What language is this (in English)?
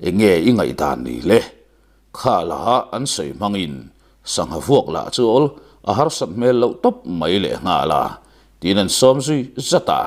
Mizo